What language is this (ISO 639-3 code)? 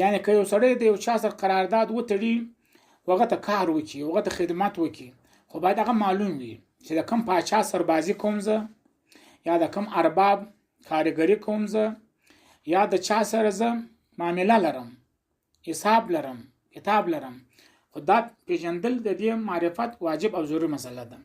pus